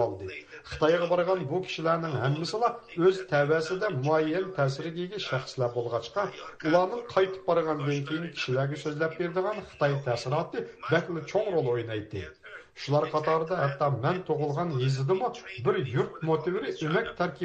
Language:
Uyghur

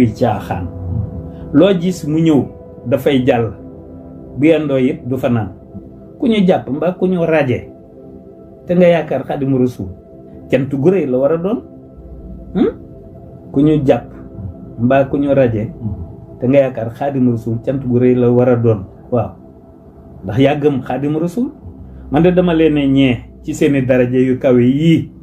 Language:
Wolof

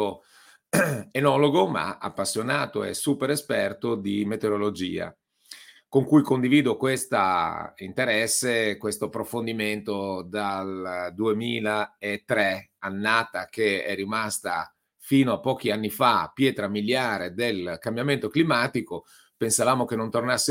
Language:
Italian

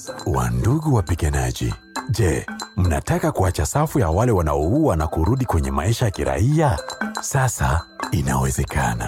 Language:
Swahili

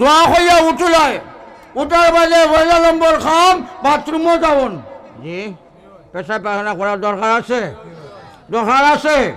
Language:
Sylheti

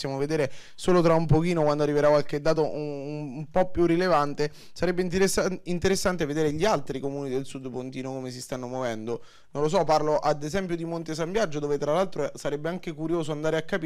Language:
Italian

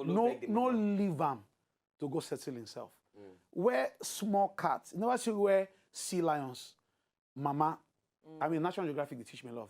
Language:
Nigerian Pidgin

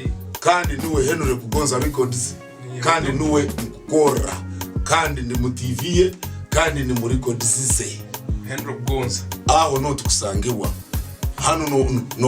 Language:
Tooro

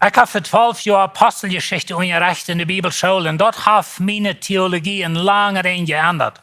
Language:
Plautdietsch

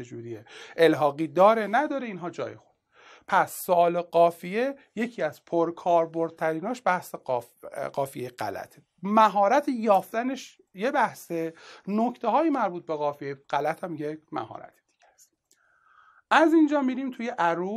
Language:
Persian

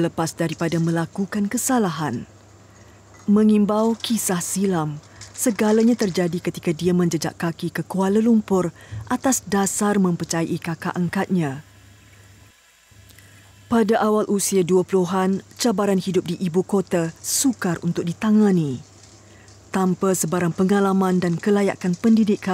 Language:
Malay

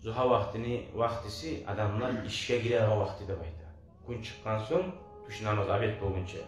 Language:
Kumyk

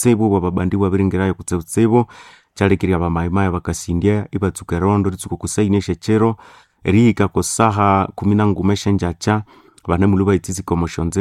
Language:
Nande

